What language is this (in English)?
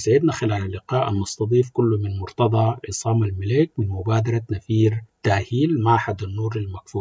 Sudanese Arabic